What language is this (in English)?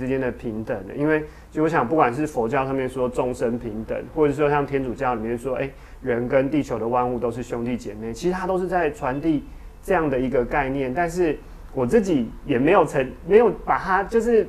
Chinese